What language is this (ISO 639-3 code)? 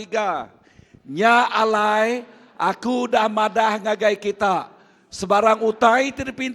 iba